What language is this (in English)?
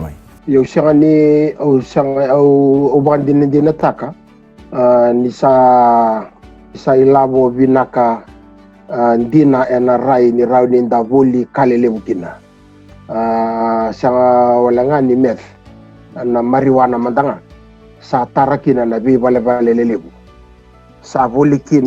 Fijian